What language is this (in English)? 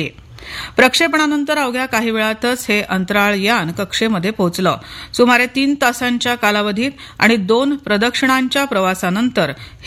Marathi